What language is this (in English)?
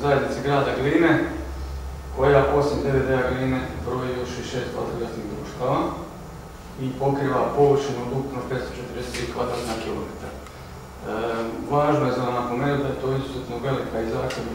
Croatian